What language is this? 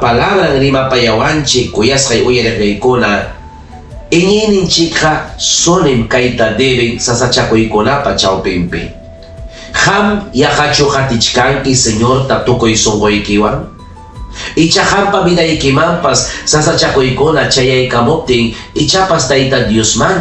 Ayacucho Quechua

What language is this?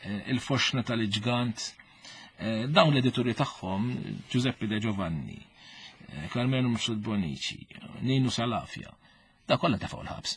Maltese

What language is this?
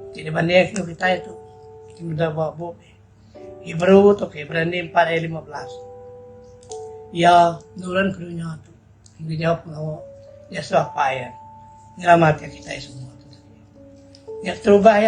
Iban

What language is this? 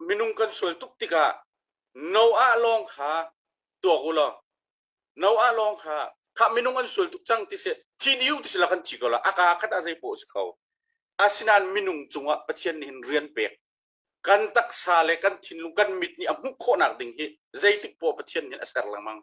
Hakha Chin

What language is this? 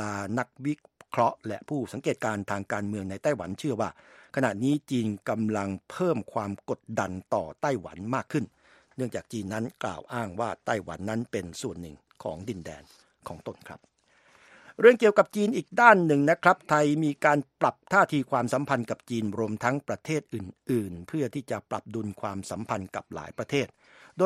Thai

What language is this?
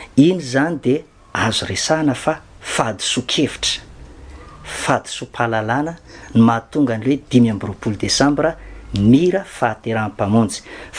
Malagasy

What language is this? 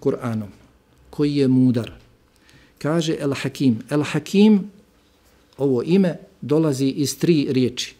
Bosnian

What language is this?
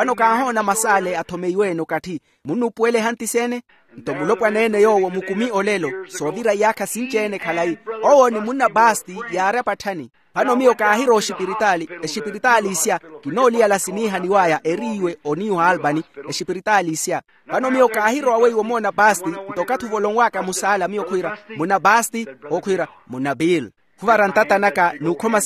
Makhuwa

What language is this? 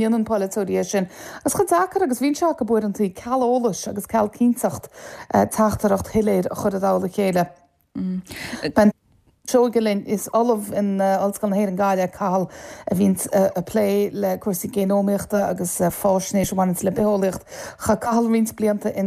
Irish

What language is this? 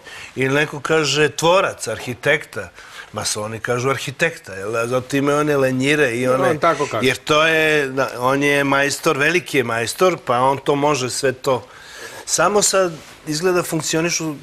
Serbian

